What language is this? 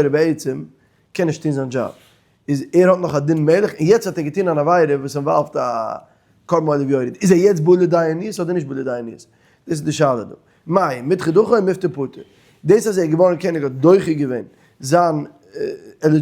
Yiddish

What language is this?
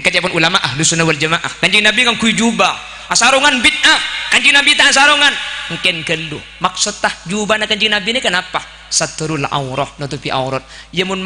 Madurese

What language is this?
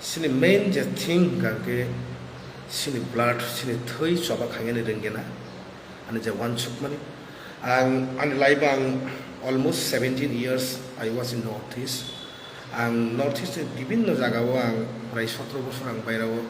Kok Borok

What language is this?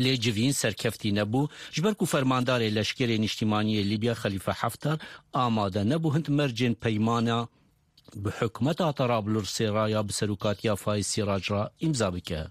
Kurdish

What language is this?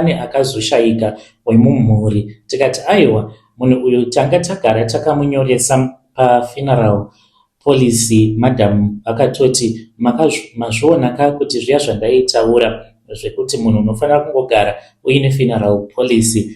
Shona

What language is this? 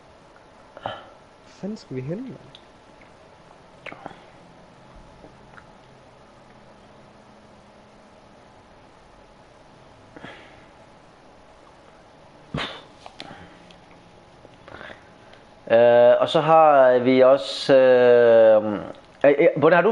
Danish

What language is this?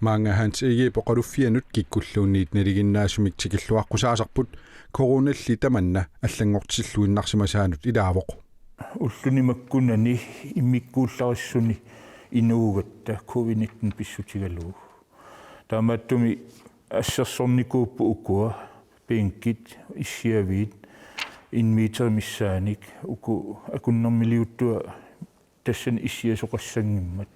Kalaallisut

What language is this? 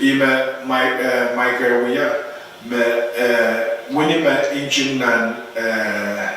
Pohnpeian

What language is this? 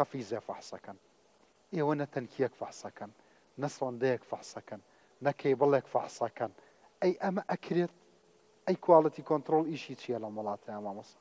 Central Kurdish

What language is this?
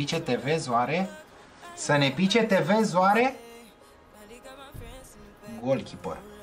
Romanian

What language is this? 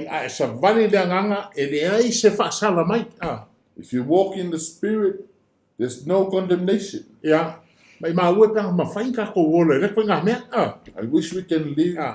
Samoan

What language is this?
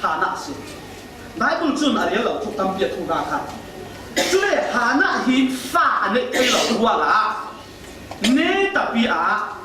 Falam Chin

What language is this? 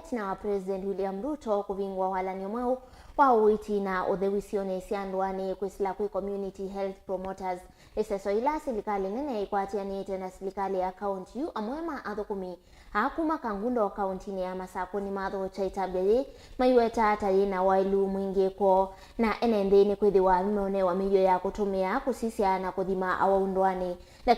Kamba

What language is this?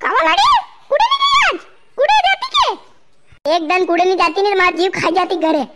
Rajasthani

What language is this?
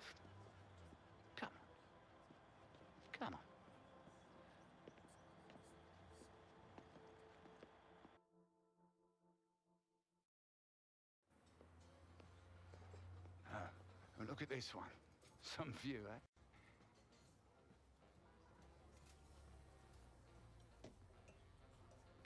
Danish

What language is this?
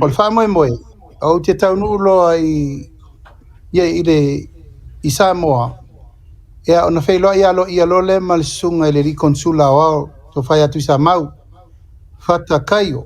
Samoan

